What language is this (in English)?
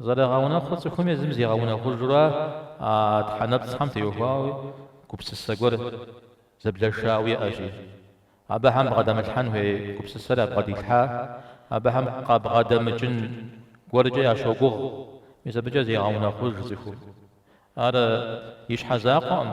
Kabardian